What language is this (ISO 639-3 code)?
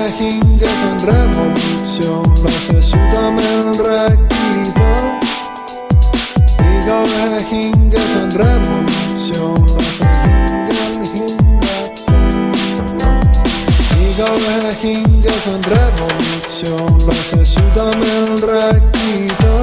est